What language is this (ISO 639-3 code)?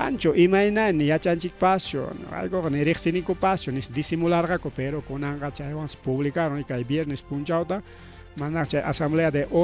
quy